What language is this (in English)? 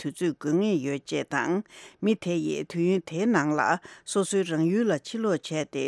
Tibetan